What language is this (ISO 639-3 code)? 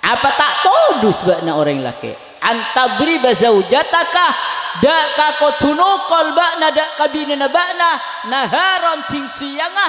mad